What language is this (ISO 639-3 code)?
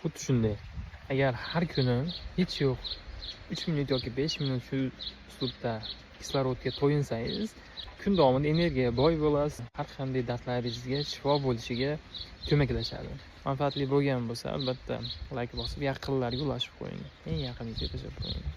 uzb